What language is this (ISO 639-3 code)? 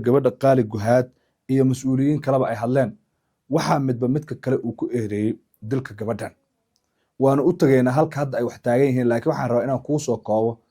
som